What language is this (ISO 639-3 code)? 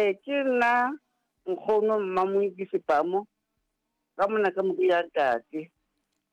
sot